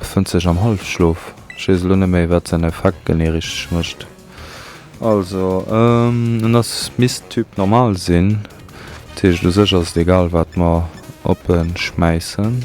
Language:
Luxembourgish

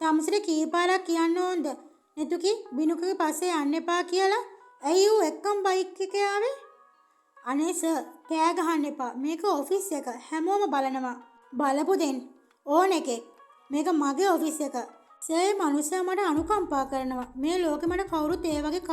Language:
Sinhala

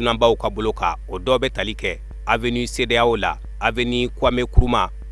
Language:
Bambara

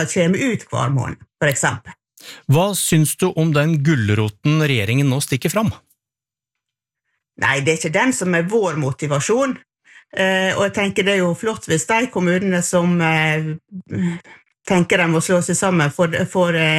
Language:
Norwegian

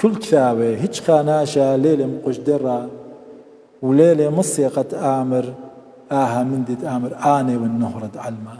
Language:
Assyrian Neo-Aramaic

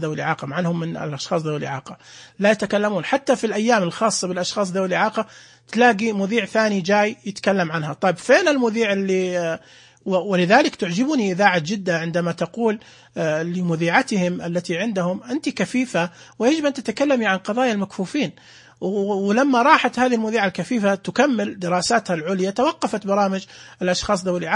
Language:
Najdi Arabic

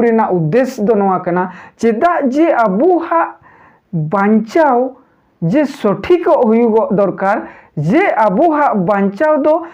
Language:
Santali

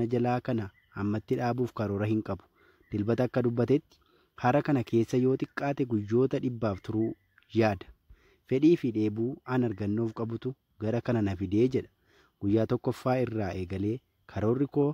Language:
Oromo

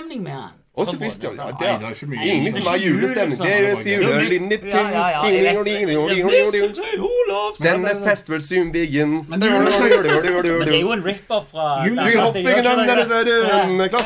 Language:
Norwegian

